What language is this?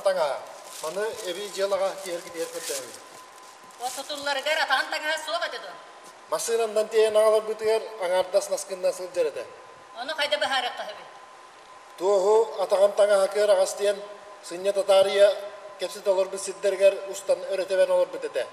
Yakut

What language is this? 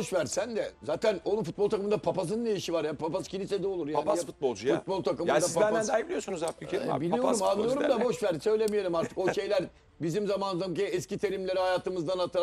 Turkish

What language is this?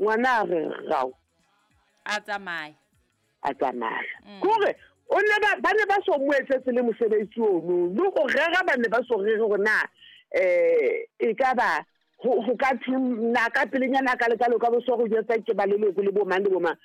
Southern Sotho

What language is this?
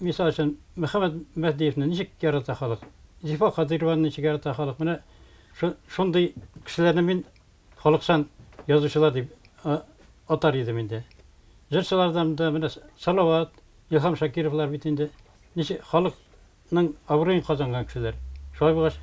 Tatar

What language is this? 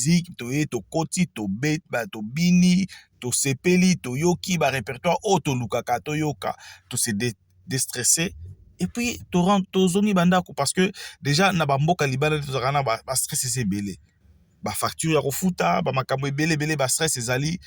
Lingala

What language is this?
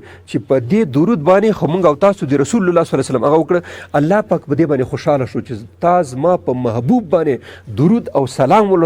Pashto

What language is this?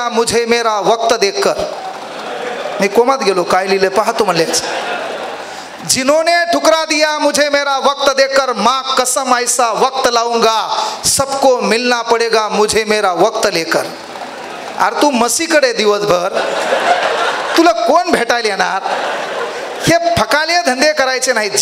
Marathi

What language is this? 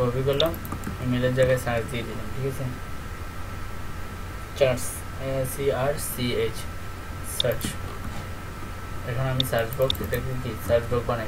Bangla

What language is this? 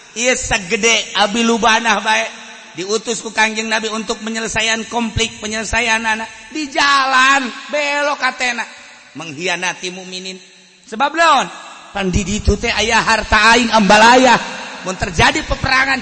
Sundanese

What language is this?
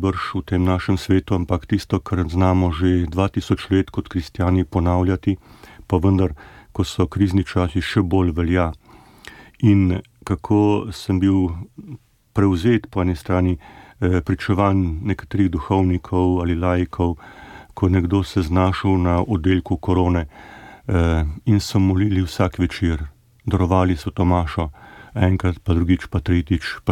Slovenian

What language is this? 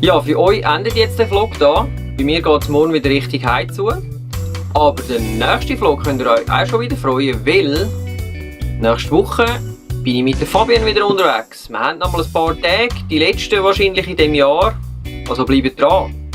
Swiss German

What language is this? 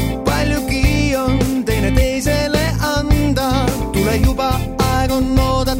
Estonian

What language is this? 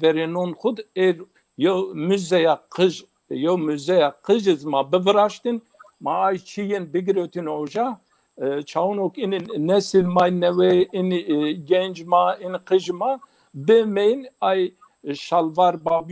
Zaza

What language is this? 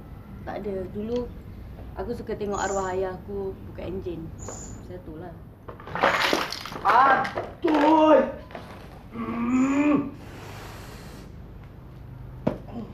Malay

